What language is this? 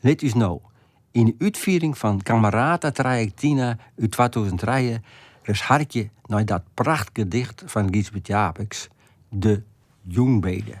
Western Frisian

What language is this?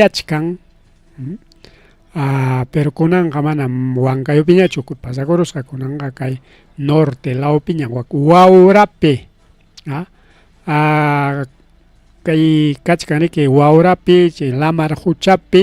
Ayacucho Quechua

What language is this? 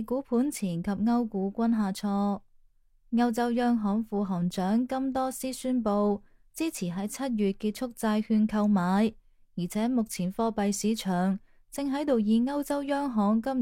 Cantonese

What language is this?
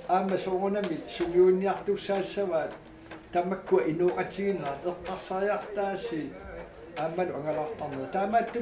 Kalaallisut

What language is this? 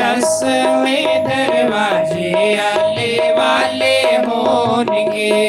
Dogri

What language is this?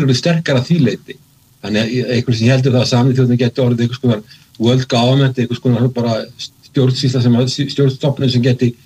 Icelandic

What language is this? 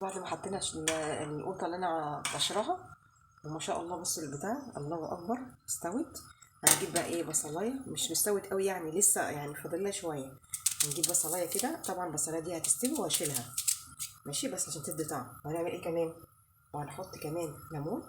Egyptian Arabic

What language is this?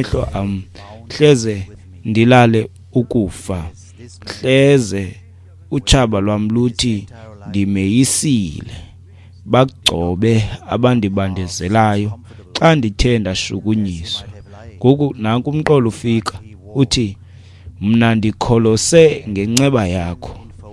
Xhosa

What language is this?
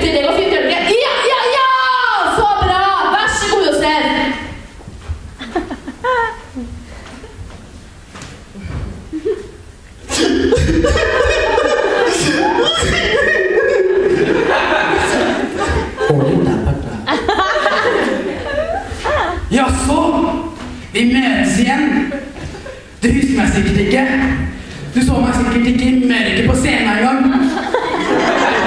Norwegian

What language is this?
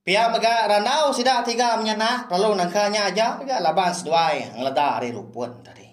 Iban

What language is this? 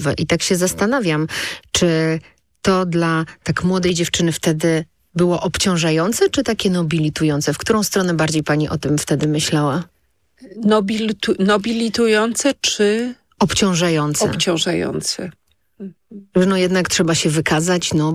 Polish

